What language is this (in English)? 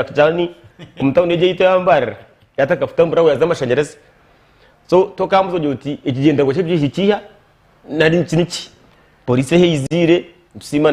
Nyankole